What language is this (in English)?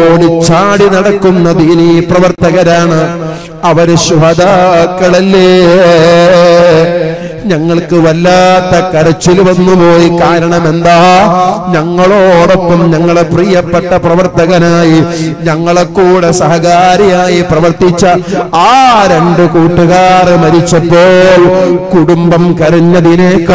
Malayalam